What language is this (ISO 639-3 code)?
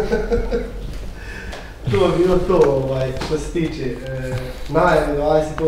bos